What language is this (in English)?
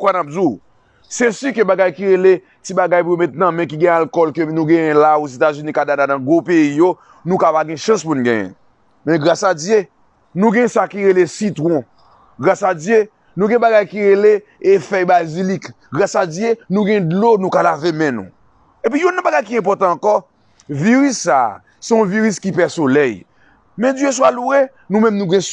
Haitian Creole